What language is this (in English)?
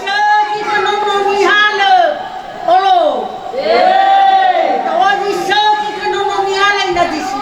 Nias